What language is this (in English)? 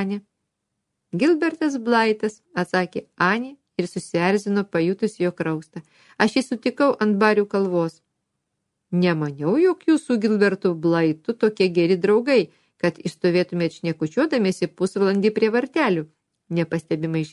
Lithuanian